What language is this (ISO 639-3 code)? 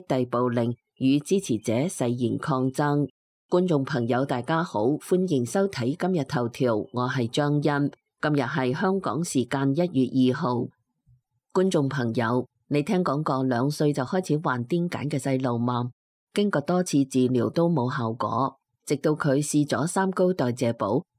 yue